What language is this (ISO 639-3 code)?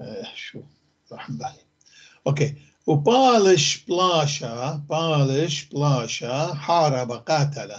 apc